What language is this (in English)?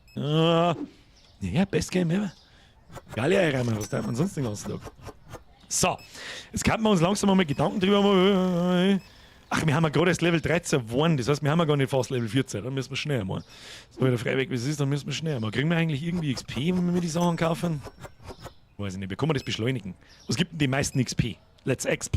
Bavarian